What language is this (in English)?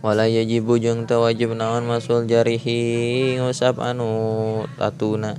Sundanese